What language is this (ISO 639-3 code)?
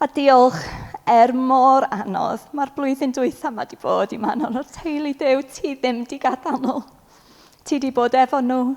cym